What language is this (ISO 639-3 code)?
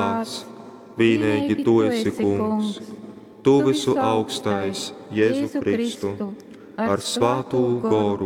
ltg